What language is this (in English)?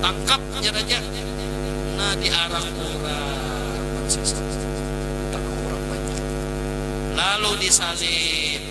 Banjar